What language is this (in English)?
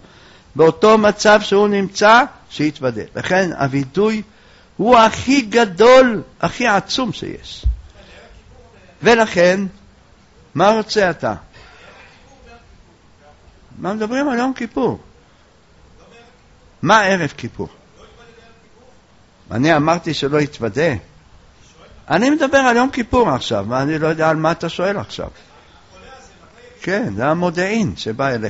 Hebrew